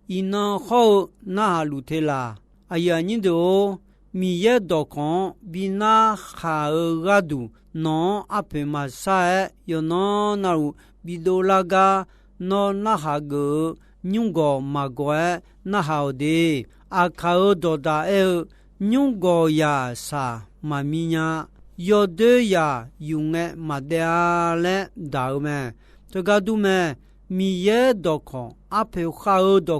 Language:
Akha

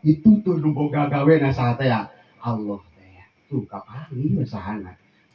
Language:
Sundanese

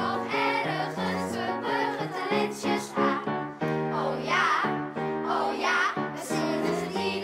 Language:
Western Frisian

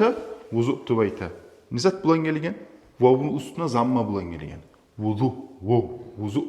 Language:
Kumyk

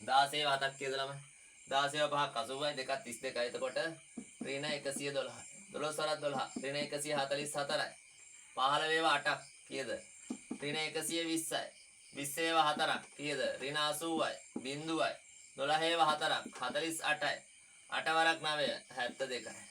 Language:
Sinhala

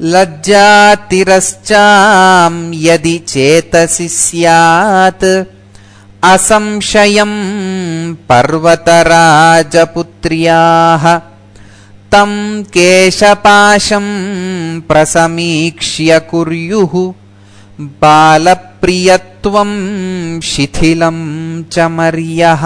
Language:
Sanskrit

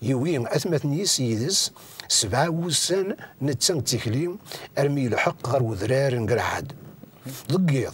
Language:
Kabyle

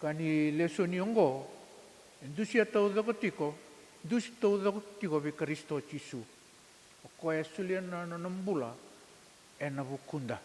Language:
Fijian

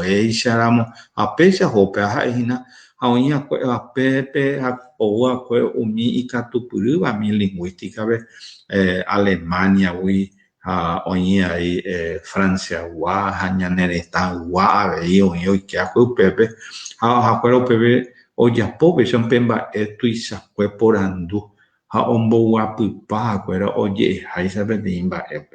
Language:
Guarani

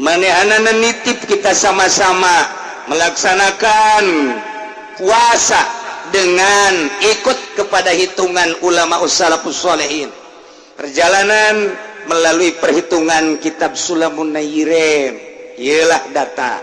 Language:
Sundanese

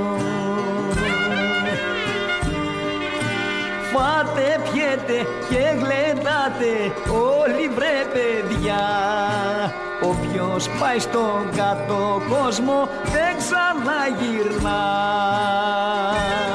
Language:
Greek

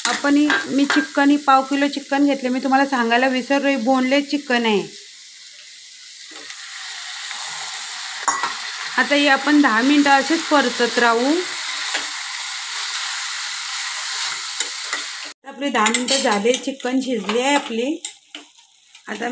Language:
Marathi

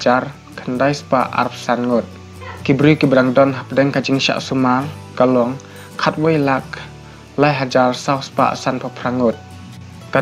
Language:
Khasi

